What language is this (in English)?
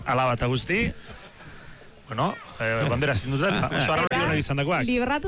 Basque